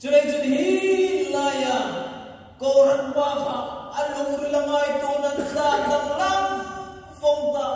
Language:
Hmar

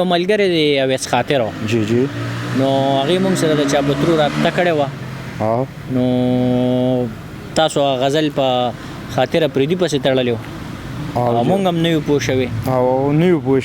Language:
Pashto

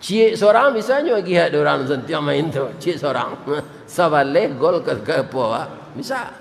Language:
Minangkabau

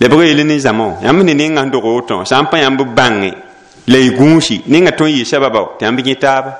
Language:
Mossi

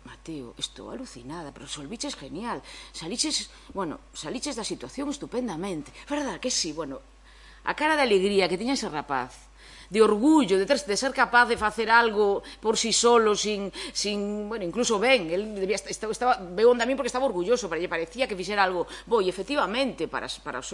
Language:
Galician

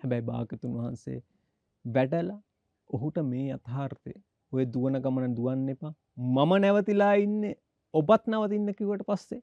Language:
Sinhala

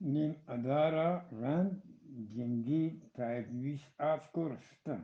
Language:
Eastern Balochi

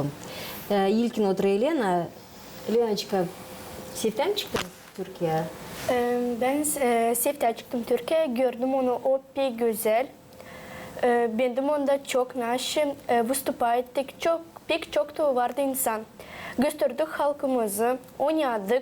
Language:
Gagauz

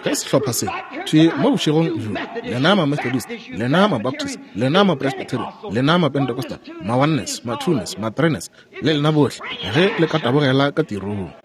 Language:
Northern Sotho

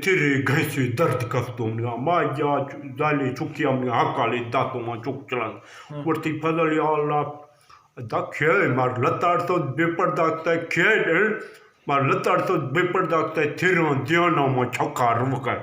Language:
Eastern Balochi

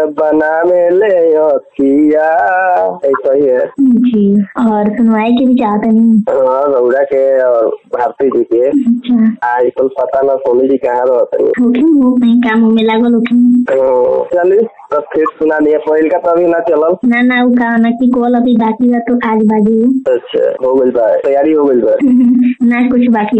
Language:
Bhojpuri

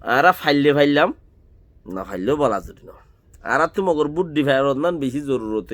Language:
Rohingya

